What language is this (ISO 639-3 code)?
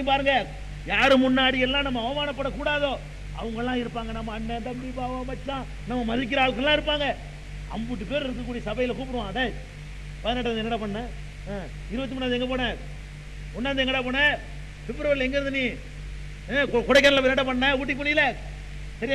tam